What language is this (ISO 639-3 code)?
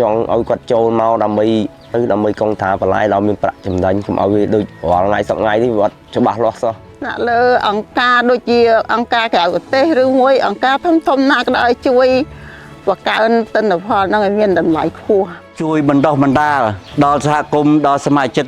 khm